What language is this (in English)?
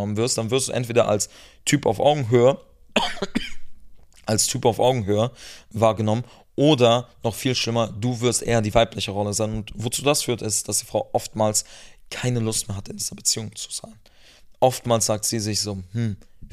German